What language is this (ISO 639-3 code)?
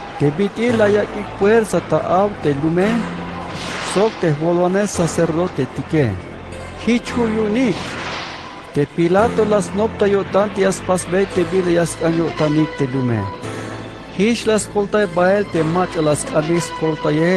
tzh